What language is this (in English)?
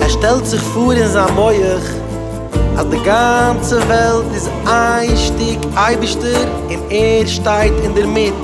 Yiddish